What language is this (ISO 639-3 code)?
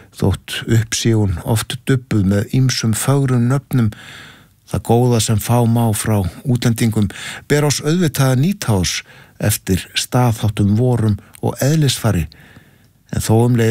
isl